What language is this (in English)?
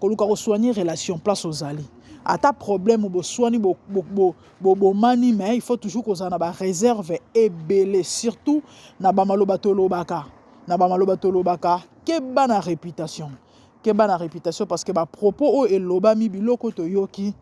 Lingala